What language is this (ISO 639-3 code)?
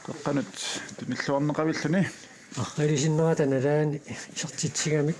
kal